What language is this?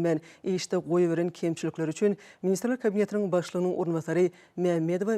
Turkmen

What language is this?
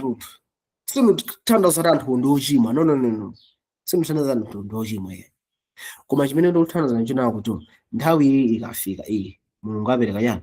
Nyanja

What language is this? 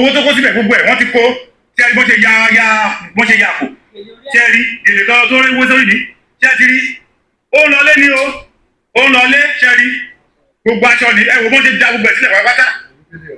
Yoruba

